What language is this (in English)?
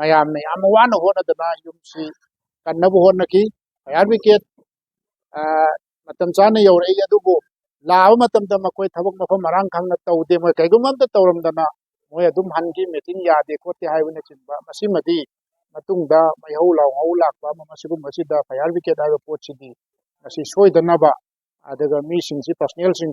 Manipuri